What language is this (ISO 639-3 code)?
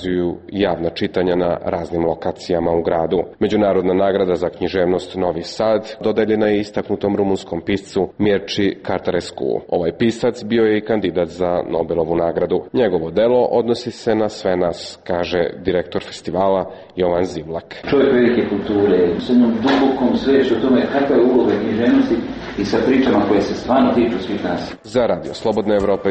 srp